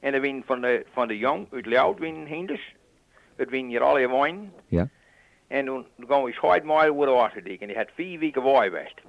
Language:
Western Frisian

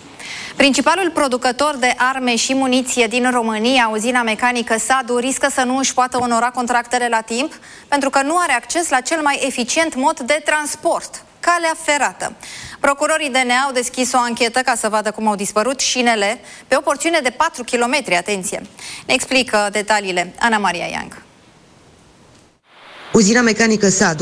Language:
Romanian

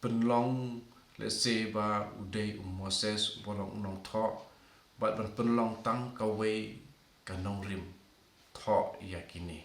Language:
Khasi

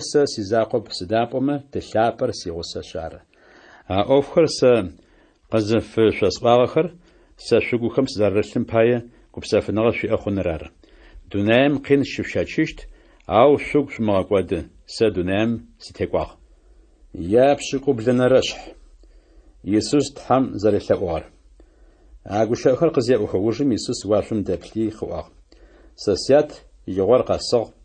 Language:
Adyghe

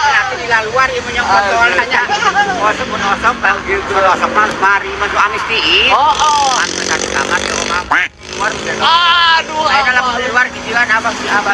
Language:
Sundanese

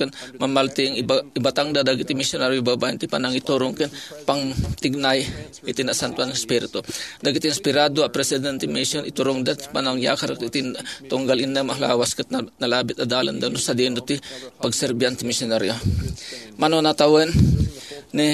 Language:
Iloko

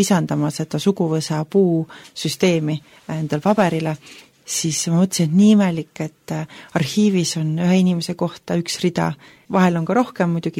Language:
Estonian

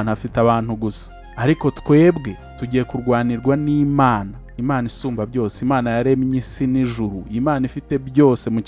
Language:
Kinyarwanda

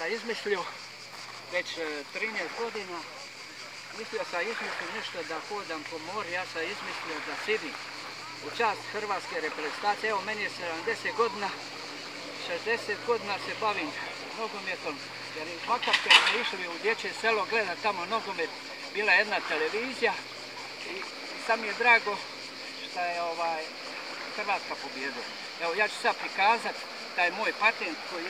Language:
Croatian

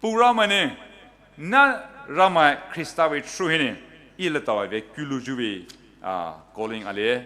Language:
Poumei Naga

